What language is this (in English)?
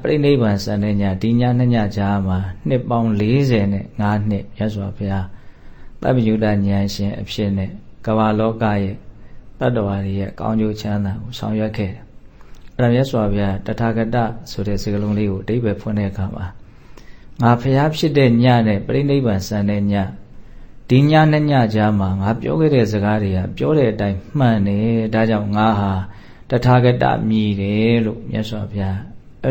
Burmese